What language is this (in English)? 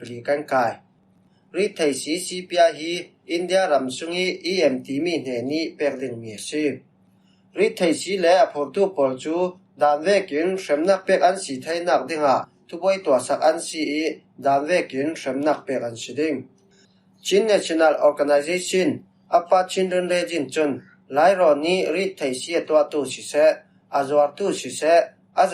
Falam Chin